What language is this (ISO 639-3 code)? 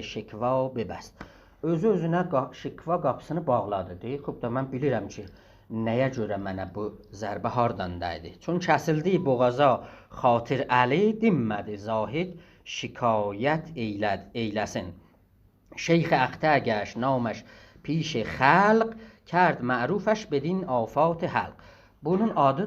azb